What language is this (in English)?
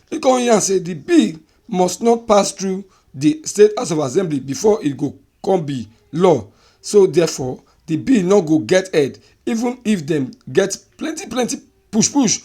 Nigerian Pidgin